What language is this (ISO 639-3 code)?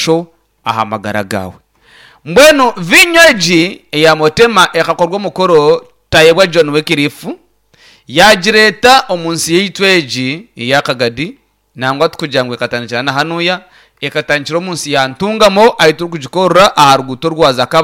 nyn